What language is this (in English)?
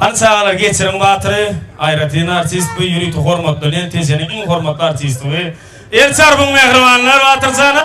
Turkmen